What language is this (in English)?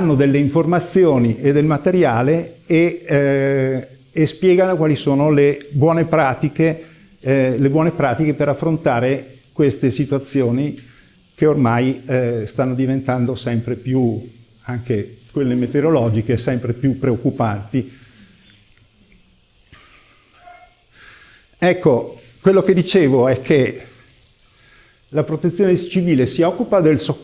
Italian